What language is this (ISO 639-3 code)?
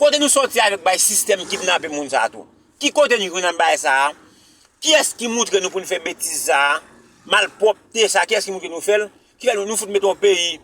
hat